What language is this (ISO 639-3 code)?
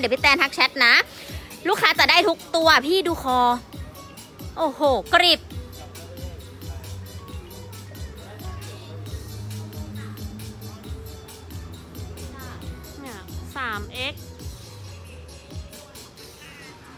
tha